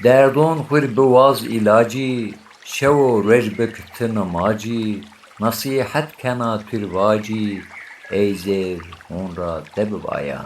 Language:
Zaza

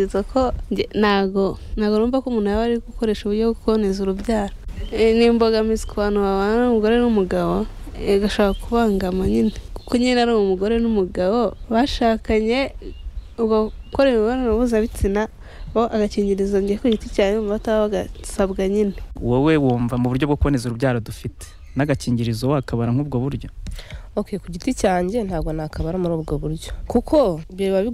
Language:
Kinyarwanda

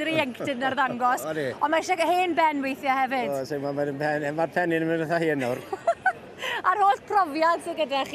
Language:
Welsh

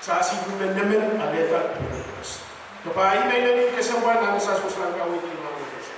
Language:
Pohnpeian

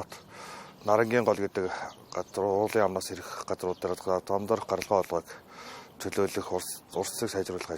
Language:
Mongolian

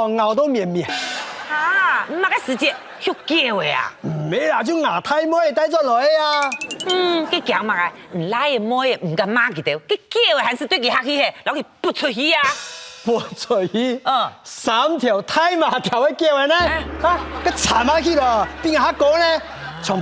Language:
Hakka Chinese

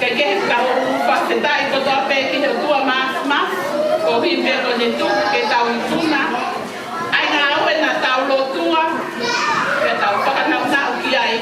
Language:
Tongan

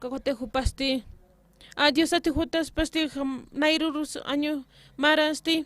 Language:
Aymara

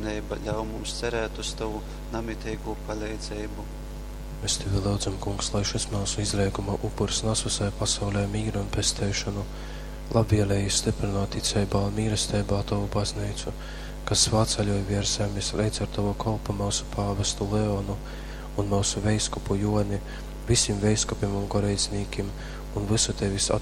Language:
Latgalian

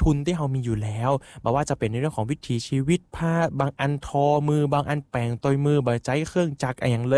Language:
Thai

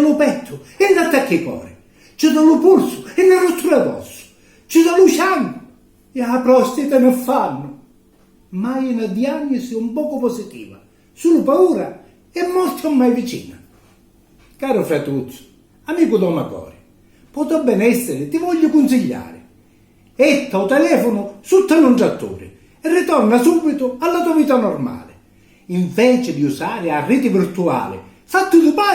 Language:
Sicilian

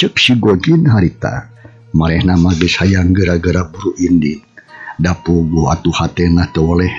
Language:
Sundanese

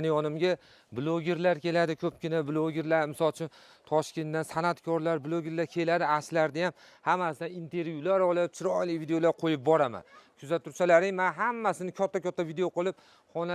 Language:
Uzbek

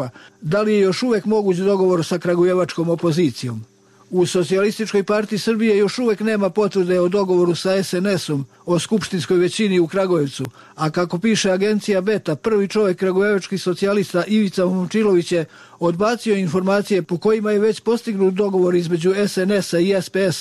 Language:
Serbian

